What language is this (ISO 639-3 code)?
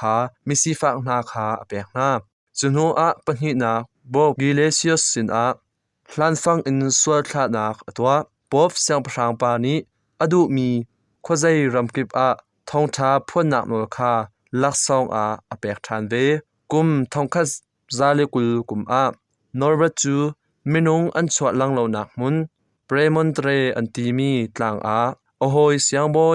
cnh